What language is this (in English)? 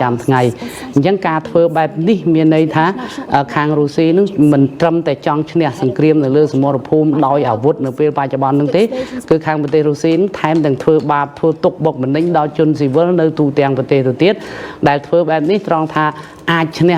Khmer